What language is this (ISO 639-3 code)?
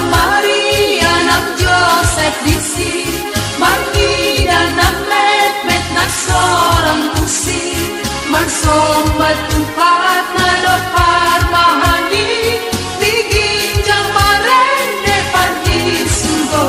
bbc